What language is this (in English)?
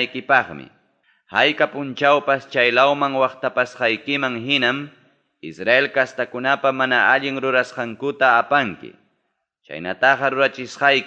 Ayacucho Quechua